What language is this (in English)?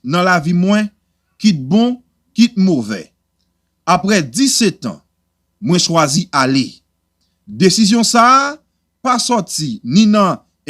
Haitian Creole